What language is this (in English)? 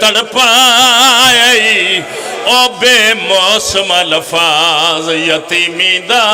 Pahari-Potwari